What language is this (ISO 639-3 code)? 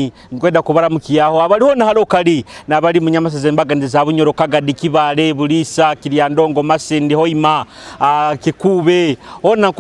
nyo